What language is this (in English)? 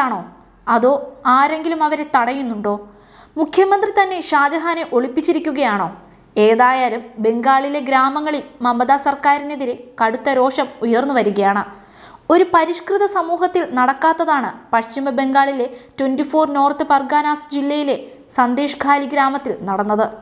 Malayalam